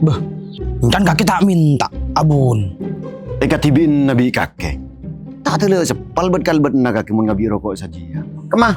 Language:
Madurese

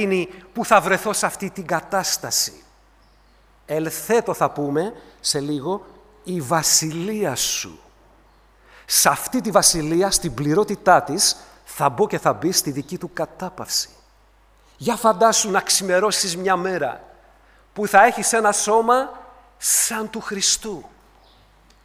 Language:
Greek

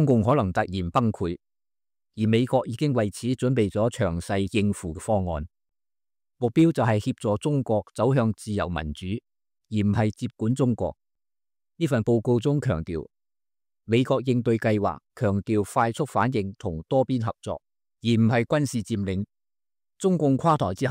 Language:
Cantonese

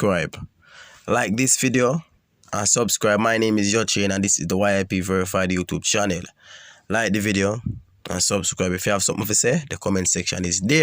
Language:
Jamaican Creole English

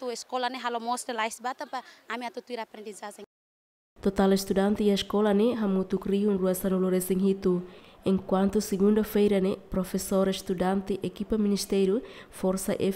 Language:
Tetum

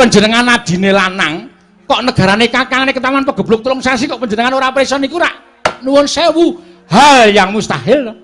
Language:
Javanese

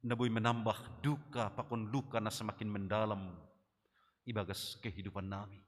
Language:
Batak Simalungun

